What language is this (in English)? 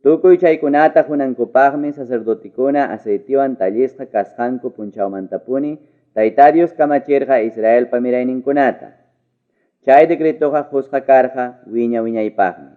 Ayacucho Quechua